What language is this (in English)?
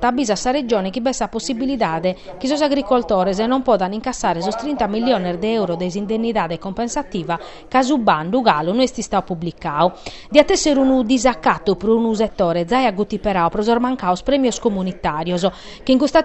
Sardinian